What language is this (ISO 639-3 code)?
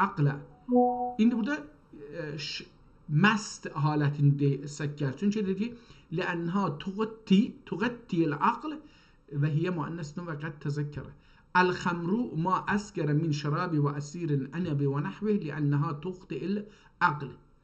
azb